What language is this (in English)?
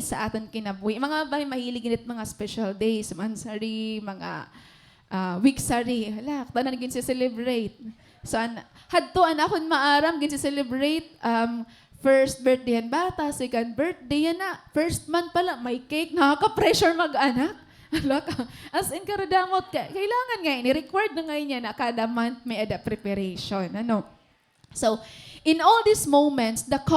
Waray